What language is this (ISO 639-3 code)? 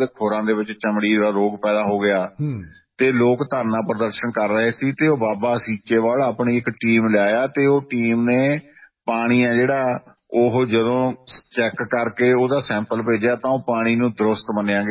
pan